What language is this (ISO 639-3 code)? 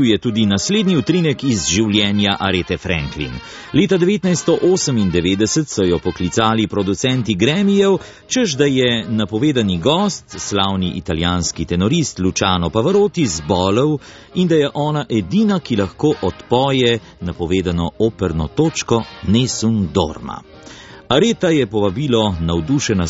slv